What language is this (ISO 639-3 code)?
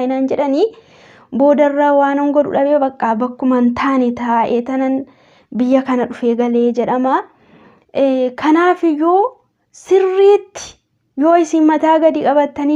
orm